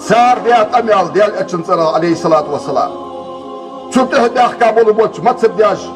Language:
Ingush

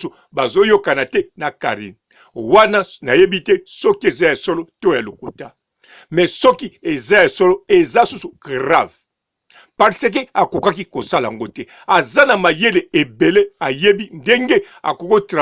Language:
Lingala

